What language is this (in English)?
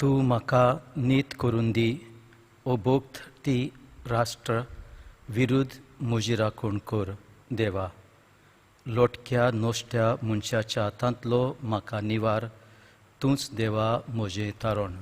Konkani